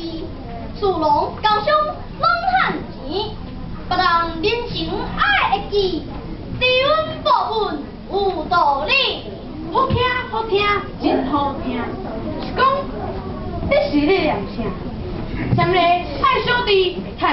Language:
Min Nan Chinese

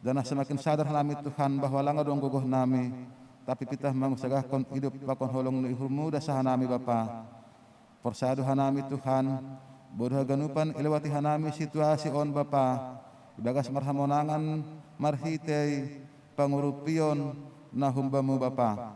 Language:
Batak Simalungun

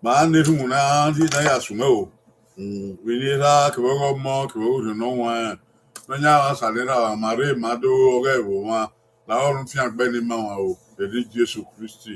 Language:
Bini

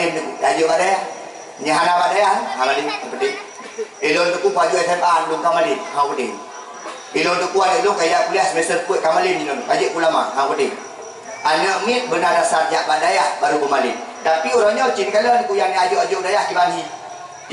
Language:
Achinese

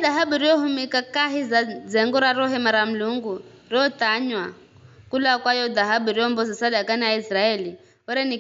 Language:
Giryama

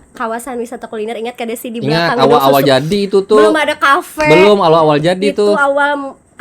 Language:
Banjar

